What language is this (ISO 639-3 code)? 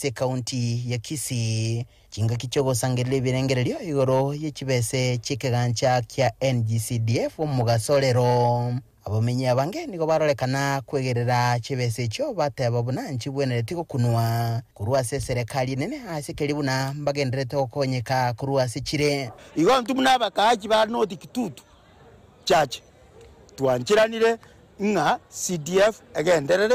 guz